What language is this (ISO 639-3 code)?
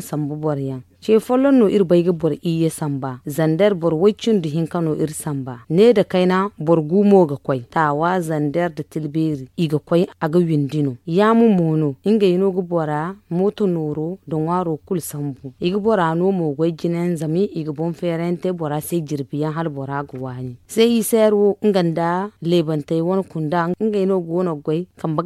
dje